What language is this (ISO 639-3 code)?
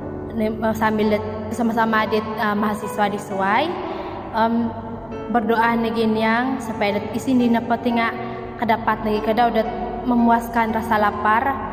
dtp